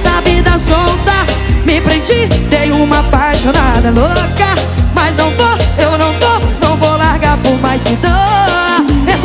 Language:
Portuguese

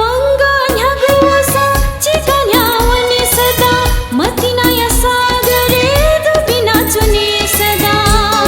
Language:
Newari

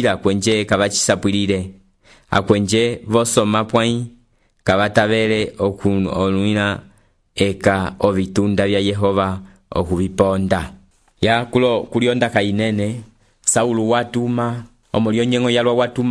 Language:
Umbundu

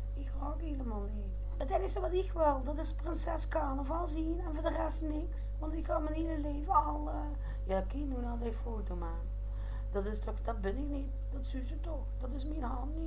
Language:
Limburgish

